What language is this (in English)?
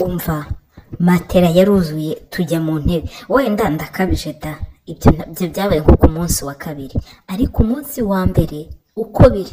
Kinyarwanda